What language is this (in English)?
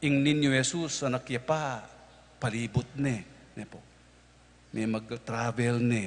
Pampanga